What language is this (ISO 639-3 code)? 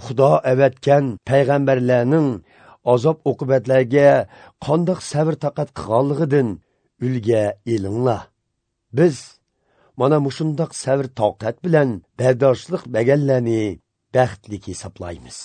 uig